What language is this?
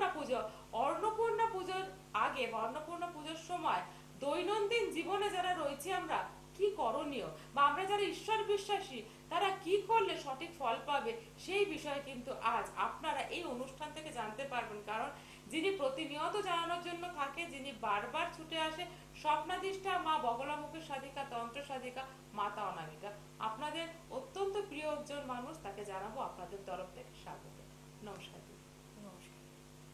Bangla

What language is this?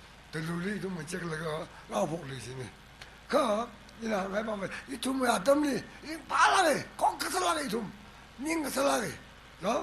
Tangkhul Naga (India)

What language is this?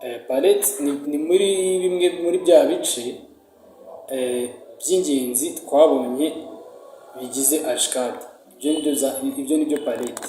Kinyarwanda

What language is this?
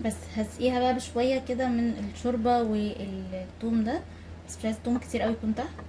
Egyptian Arabic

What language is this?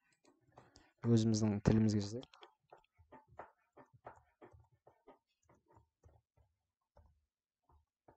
Kazakh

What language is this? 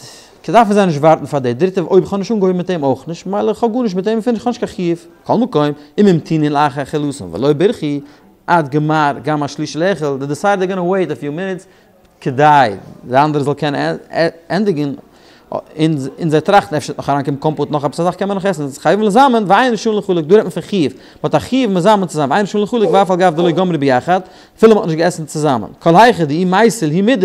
Yiddish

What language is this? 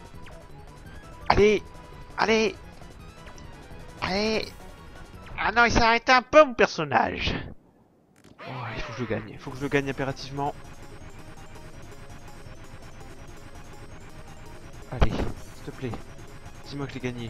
French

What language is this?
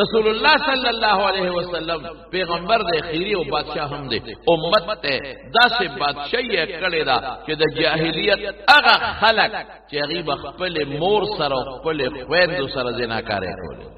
Pashto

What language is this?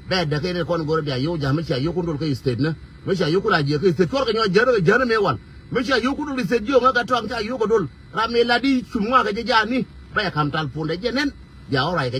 Nuer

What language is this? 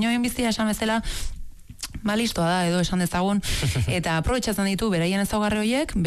Basque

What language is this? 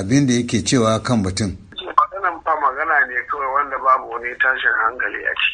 Hausa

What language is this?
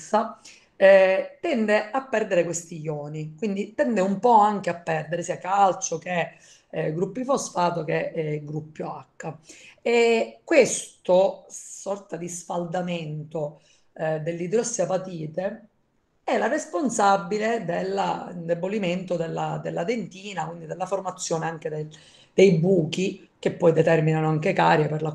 Italian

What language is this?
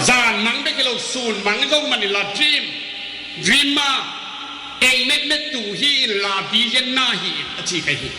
Tedim Chin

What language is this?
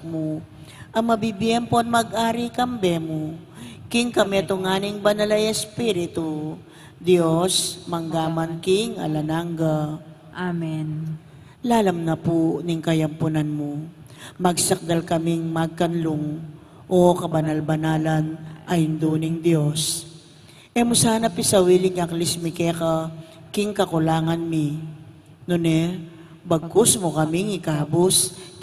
Pampanga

